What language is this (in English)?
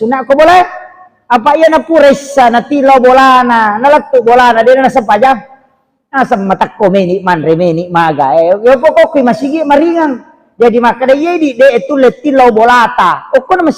Buginese